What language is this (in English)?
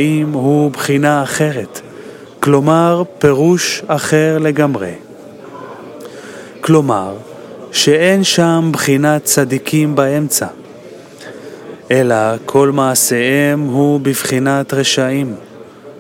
Hebrew